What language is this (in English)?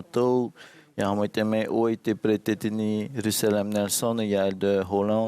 Tahitian